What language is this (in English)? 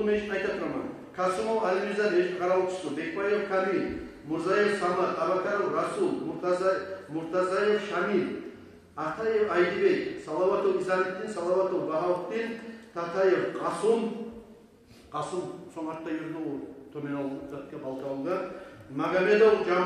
Kumyk